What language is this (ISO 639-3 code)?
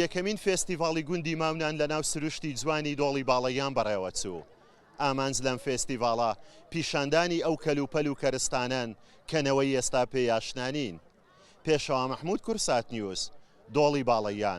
ckb